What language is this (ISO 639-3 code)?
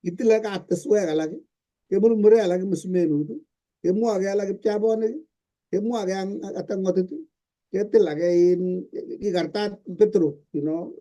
kln